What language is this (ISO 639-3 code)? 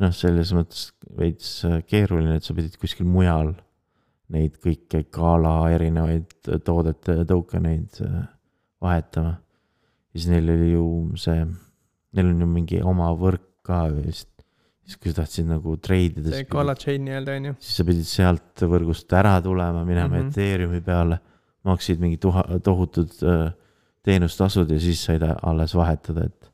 est